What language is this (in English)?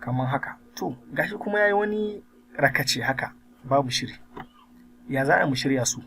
Hausa